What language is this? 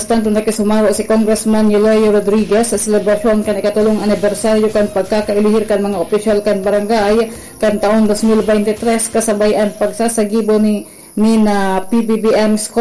Bikol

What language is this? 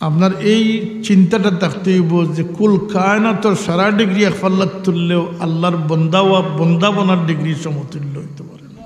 Sylheti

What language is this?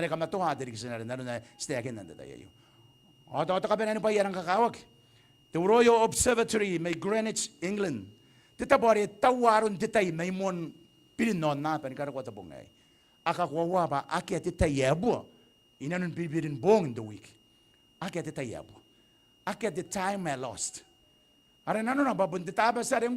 Gilbertese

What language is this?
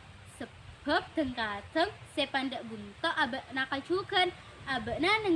Madurese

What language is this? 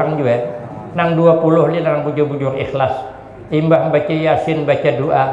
Banjar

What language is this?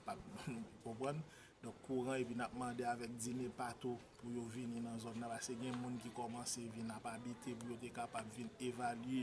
Haitian Creole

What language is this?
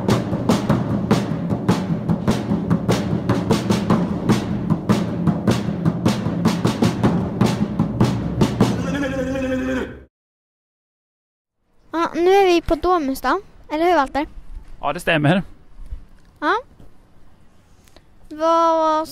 Swedish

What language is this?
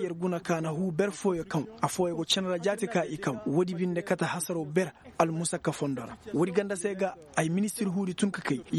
Koyraboro Senni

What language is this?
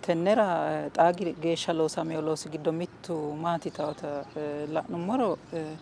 Sidamo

